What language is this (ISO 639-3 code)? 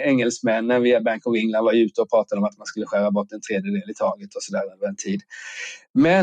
swe